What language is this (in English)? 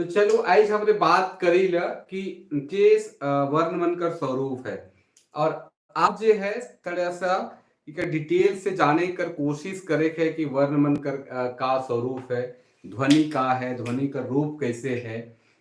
Sadri